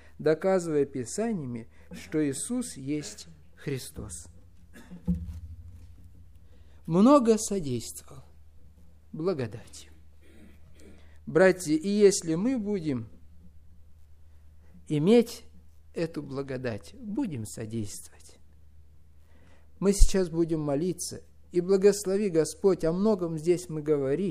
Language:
Russian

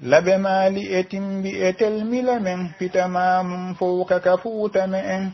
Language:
Pular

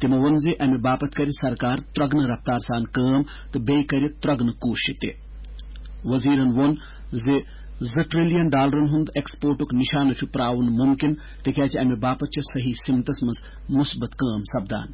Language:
Kashmiri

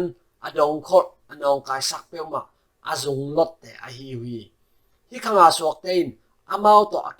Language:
Tedim Chin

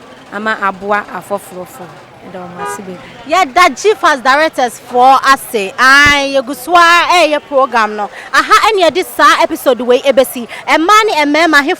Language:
Akan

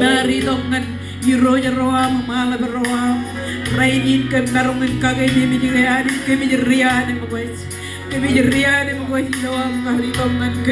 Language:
Marshallese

